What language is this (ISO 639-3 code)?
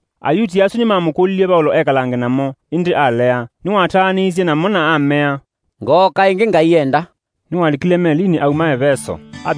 kam